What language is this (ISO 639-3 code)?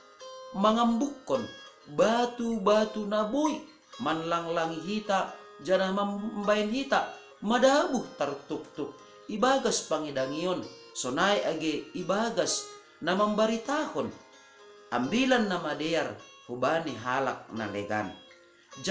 bts